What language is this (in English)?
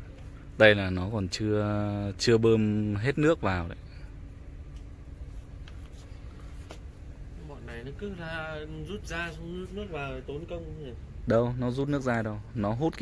Vietnamese